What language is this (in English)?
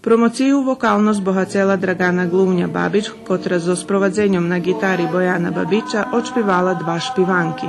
Rusyn